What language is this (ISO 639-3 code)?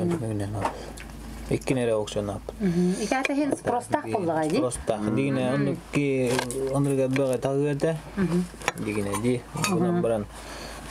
sah